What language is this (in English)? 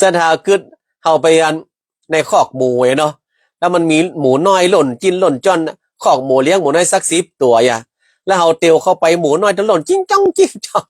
Northern Thai